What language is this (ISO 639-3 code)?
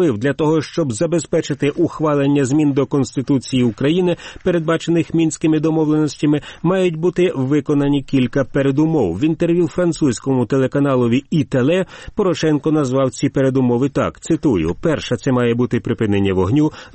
ukr